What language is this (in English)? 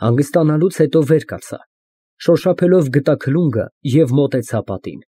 Armenian